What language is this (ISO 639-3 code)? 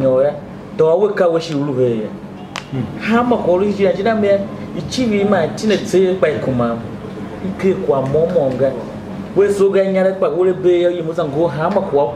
tiv